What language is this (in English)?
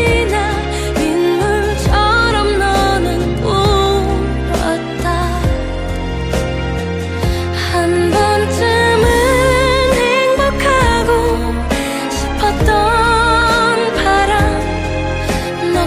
Korean